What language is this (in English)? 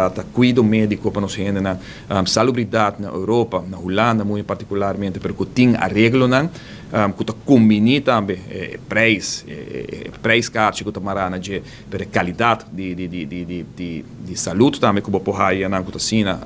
Papiamento